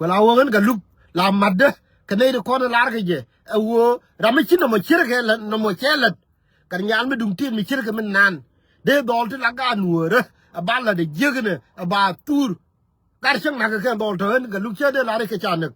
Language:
Nuer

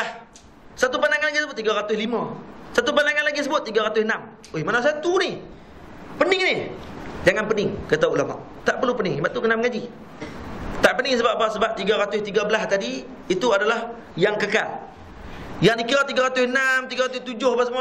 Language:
Malay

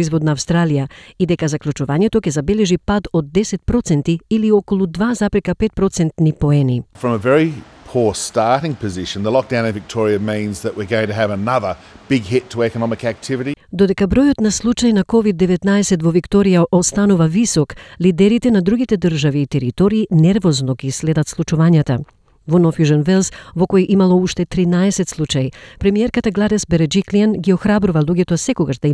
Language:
Macedonian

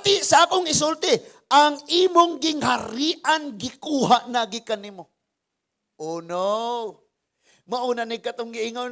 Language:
Cebuano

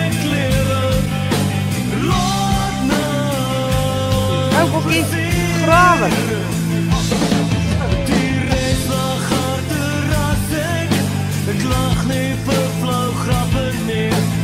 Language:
Afrikaans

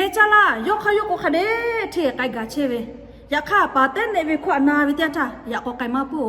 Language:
Lahu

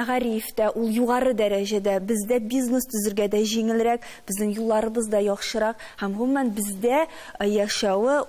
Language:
Tatar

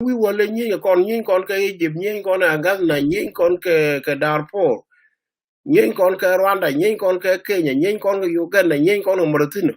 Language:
Nuer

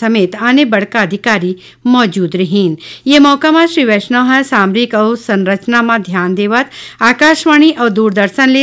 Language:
Chhattisgarhi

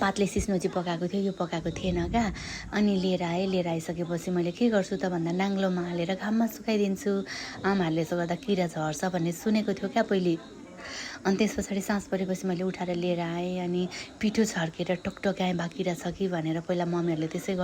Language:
Nepali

